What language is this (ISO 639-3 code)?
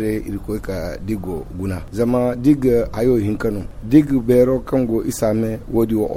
dje